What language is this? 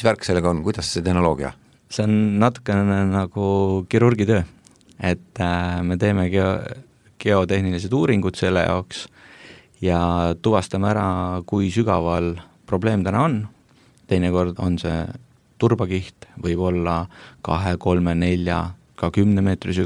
Estonian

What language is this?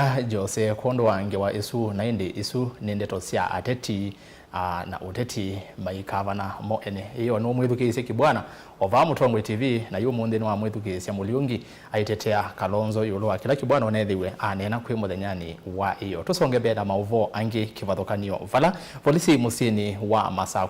Kamba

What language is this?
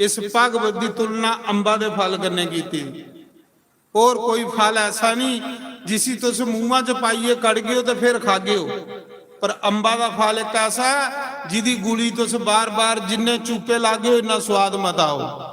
Dogri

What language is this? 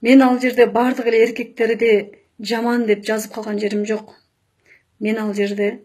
Kyrgyz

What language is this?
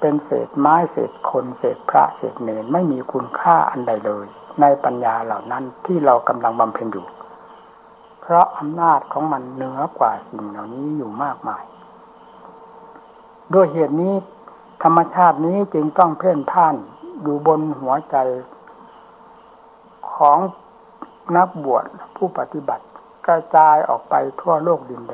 Thai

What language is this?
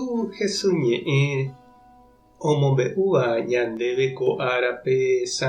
Guarani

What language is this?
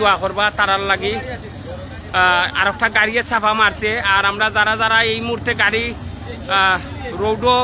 Sylheti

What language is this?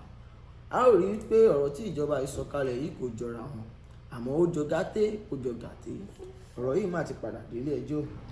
Yoruba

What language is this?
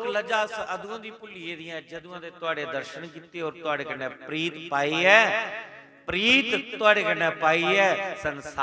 Dogri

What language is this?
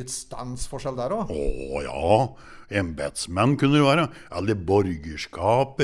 Norwegian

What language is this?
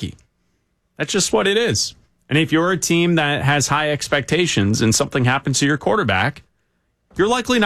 English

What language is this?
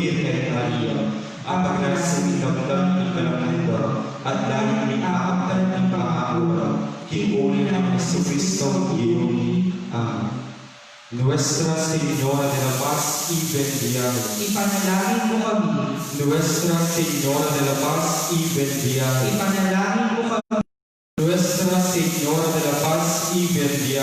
Pampanga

